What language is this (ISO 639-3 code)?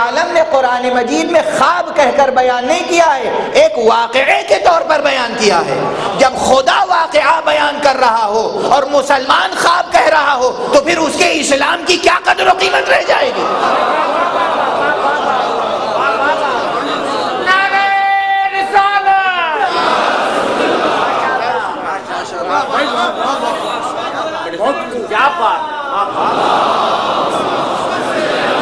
urd